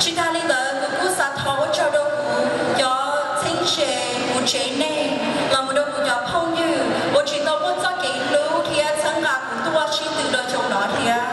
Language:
Hmong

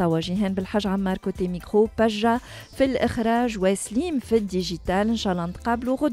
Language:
Tunisian Arabic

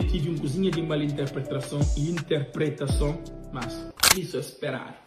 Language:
Kabuverdianu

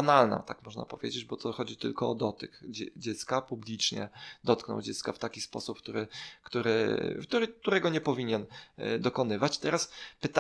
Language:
Polish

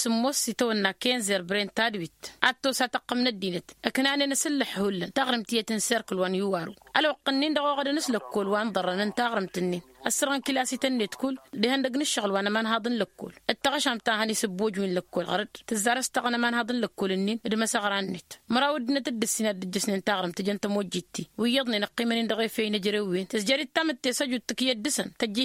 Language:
Tamasheq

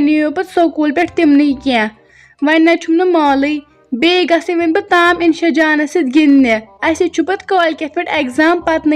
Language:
Kashmiri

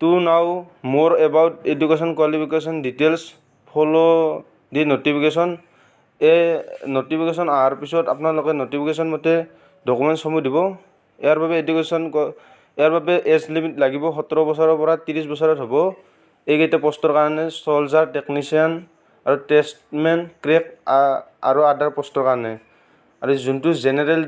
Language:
Assamese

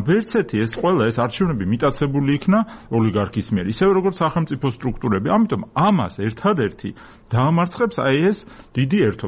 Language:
Georgian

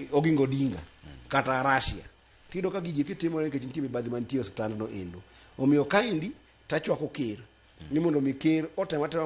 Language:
Luo (Kenya and Tanzania)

